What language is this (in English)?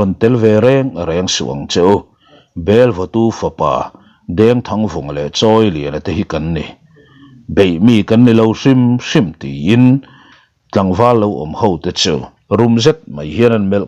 Mizo